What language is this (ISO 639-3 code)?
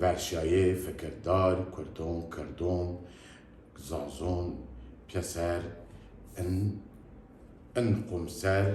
zza